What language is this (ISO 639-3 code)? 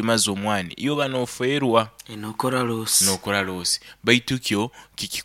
nyo